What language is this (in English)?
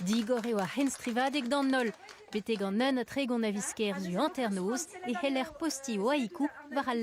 Breton